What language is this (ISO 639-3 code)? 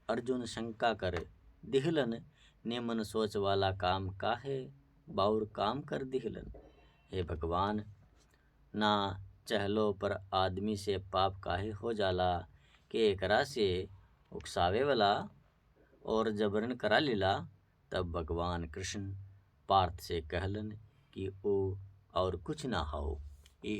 bho